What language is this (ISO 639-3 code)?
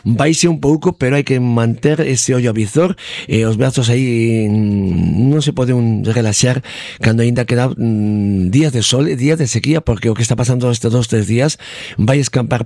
glg